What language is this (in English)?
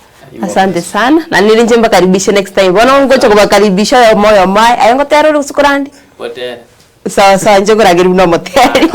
Gusii